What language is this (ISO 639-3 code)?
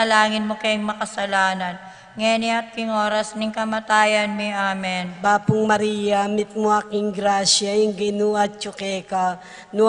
pam